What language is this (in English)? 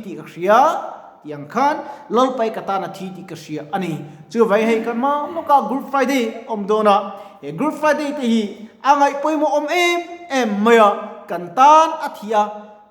Mizo